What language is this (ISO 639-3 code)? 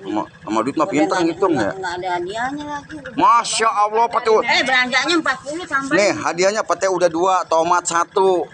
bew